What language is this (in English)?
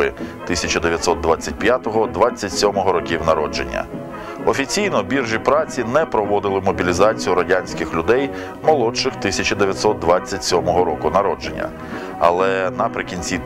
Ukrainian